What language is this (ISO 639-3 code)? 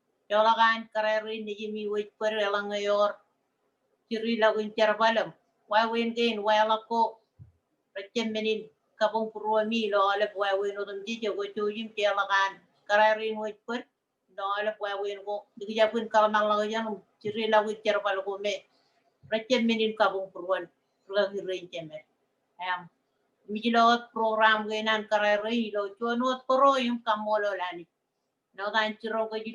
mah